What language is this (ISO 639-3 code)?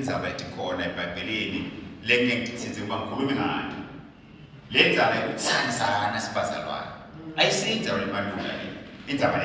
ssw